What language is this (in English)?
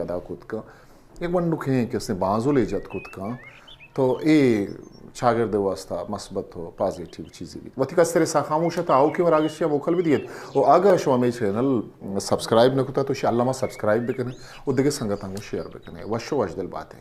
Eastern Balochi